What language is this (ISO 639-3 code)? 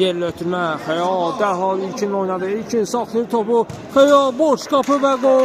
aze